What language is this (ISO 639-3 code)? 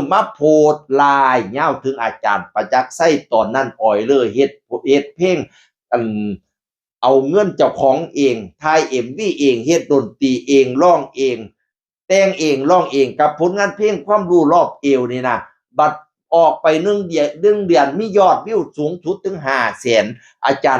tts